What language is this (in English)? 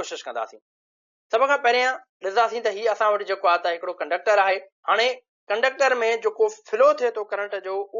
Sindhi